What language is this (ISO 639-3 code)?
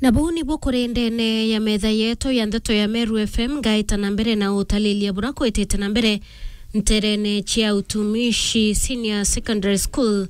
mer